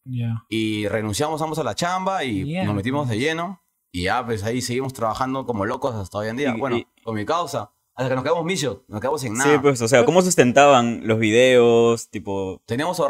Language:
Spanish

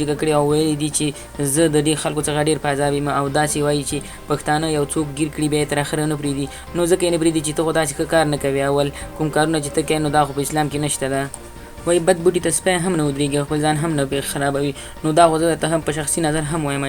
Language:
Pashto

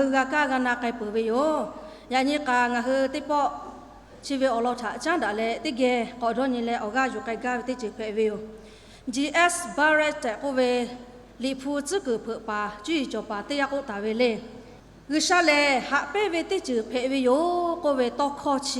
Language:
Lahu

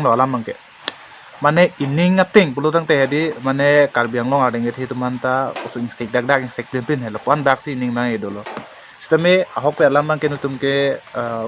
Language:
Karbi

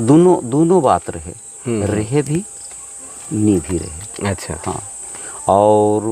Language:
Sadri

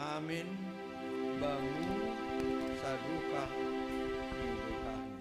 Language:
Batak Simalungun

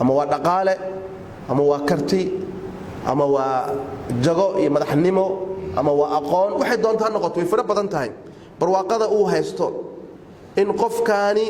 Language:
Somali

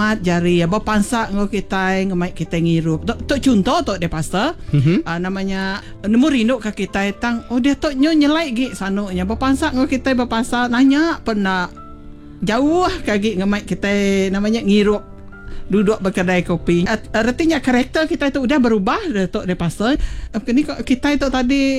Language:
Iban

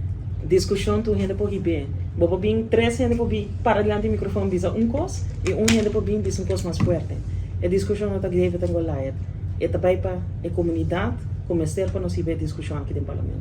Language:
Papiamento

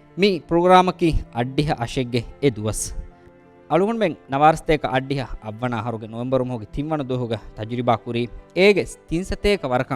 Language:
Divehi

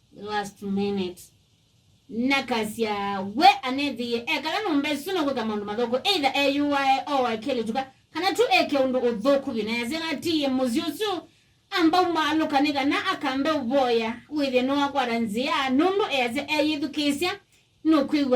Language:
Kamba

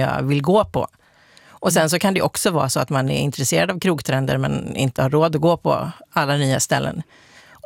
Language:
Swedish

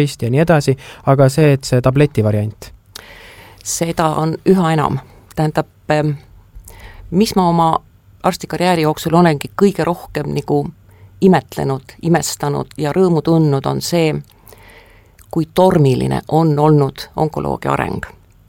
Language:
Estonian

